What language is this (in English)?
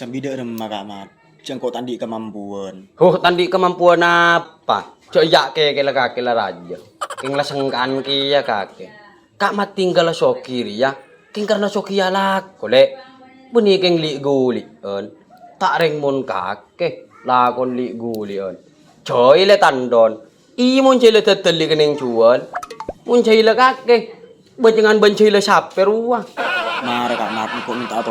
Madurese